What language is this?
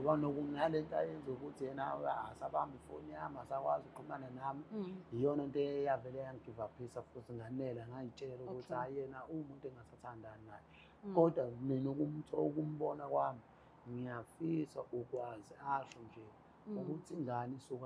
Zulu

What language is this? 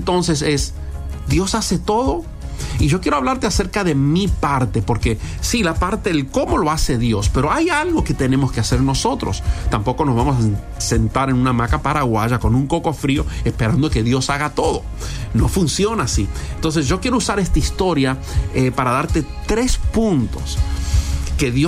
Spanish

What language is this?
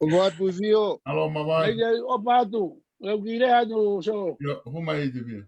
Tongan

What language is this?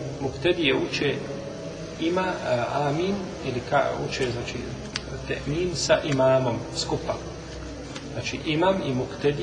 Bosnian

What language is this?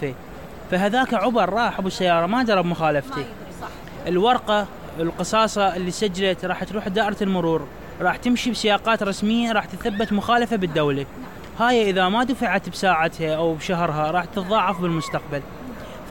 Mesopotamian Arabic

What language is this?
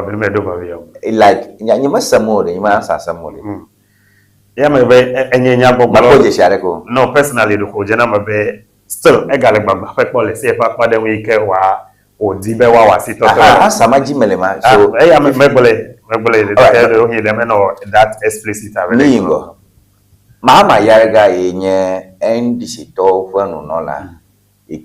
Ewe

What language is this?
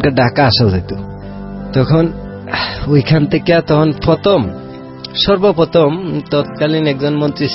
Bangla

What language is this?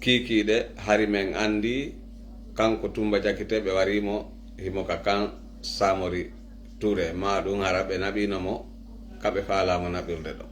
Pular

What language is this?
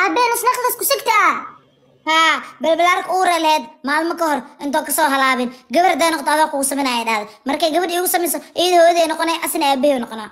Somali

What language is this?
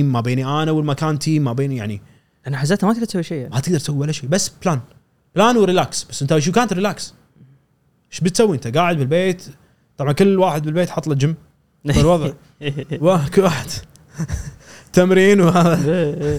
Gulf Arabic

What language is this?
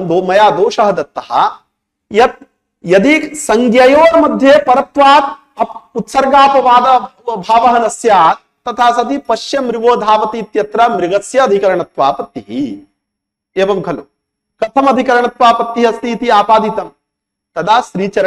Sanskrit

